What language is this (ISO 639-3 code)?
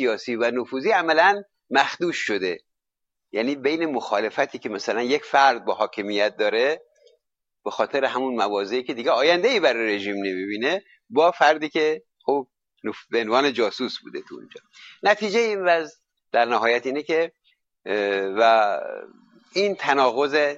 fas